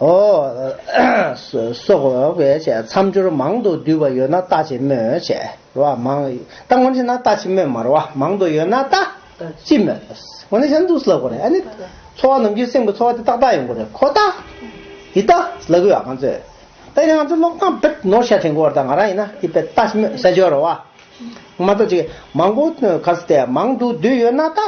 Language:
Tibetan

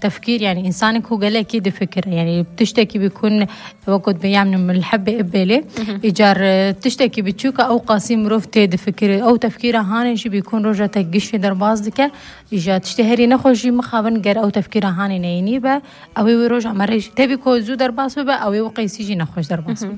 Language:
Kurdish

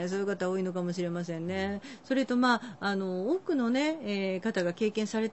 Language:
Japanese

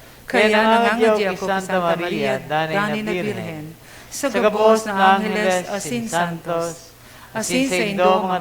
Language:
Bikol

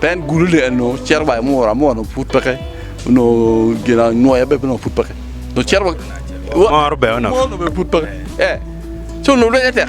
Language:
Acoli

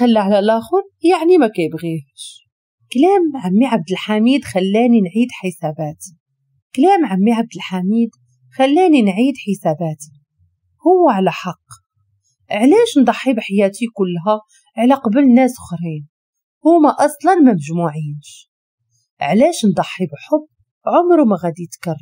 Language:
Moroccan Arabic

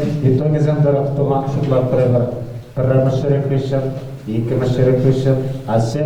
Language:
Chuvash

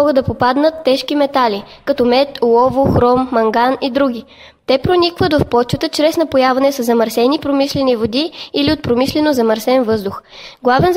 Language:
Bulgarian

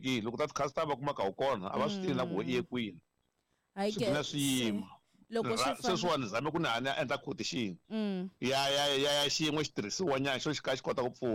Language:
Tsonga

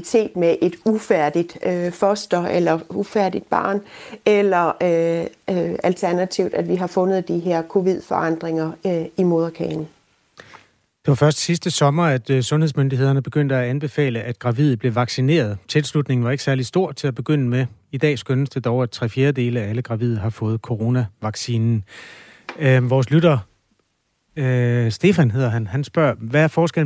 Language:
Danish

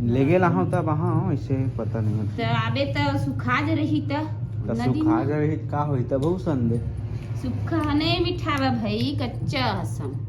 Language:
Chhattisgarhi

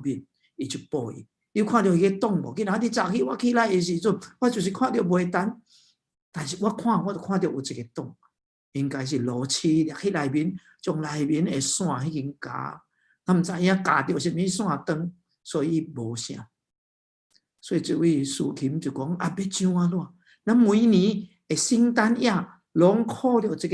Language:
Min Nan Chinese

